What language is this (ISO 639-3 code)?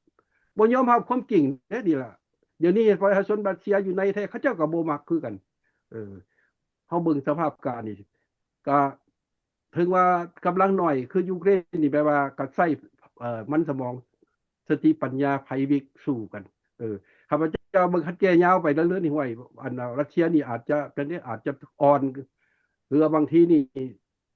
lao